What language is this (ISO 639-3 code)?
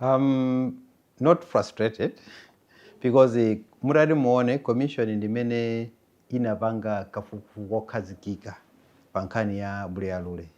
nya